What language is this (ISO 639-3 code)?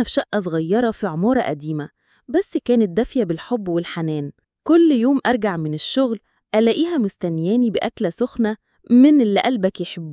arz